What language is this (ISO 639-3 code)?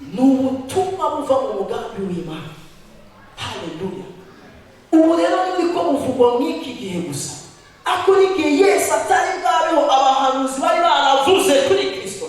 run